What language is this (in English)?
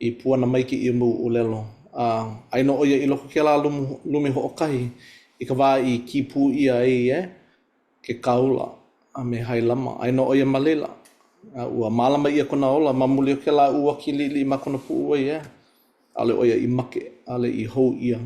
Hawaiian